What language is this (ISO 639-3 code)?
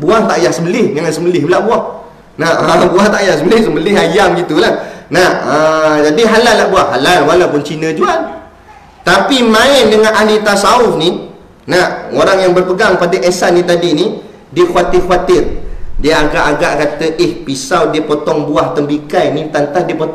msa